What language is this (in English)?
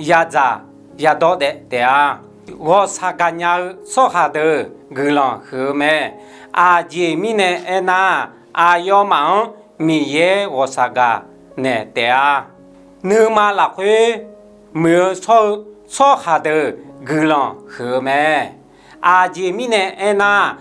Akha